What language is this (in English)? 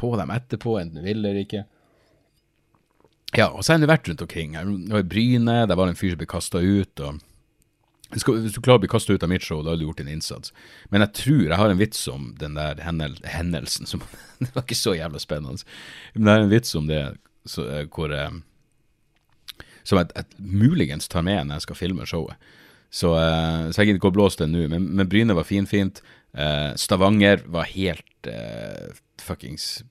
Norwegian